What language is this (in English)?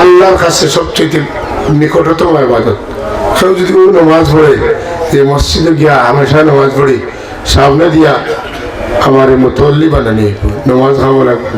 Sylheti